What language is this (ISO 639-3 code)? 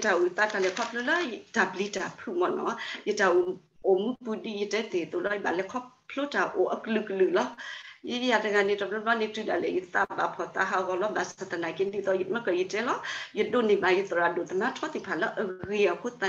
ksw